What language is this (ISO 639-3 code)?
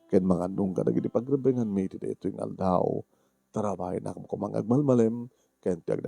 ilo